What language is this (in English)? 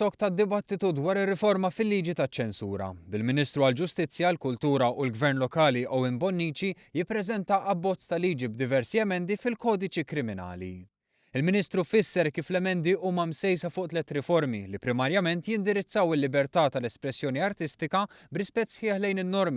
Maltese